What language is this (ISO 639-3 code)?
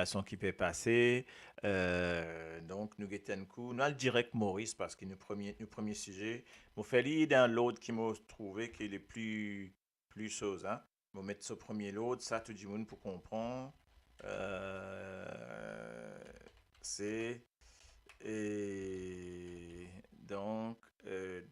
mfe